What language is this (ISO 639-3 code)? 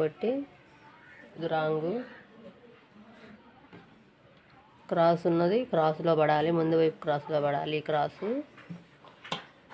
tel